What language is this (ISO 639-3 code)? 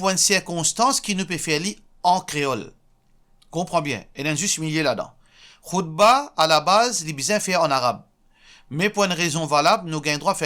mfe